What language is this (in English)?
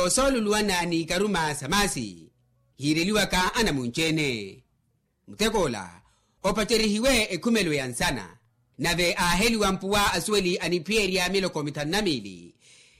Makhuwa